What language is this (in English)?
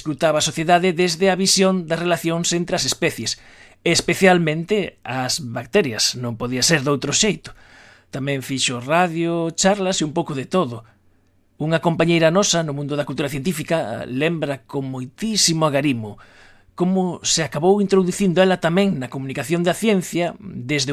Galician